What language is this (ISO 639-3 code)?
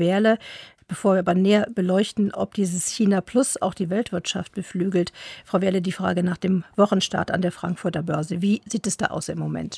deu